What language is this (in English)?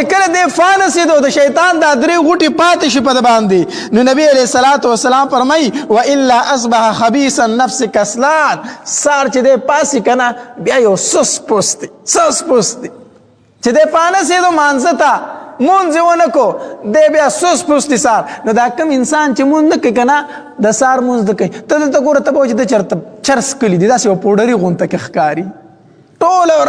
Pashto